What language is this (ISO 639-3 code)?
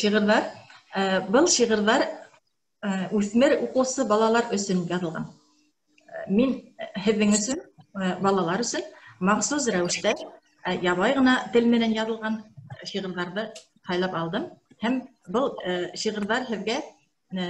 bak